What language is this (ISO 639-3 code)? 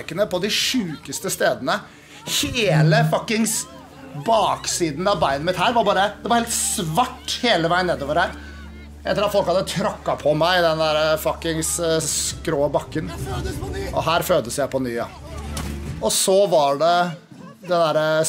nor